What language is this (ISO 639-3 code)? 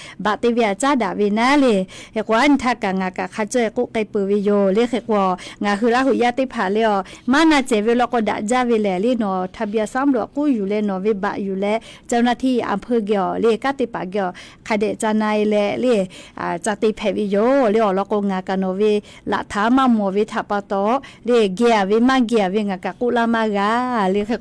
lhu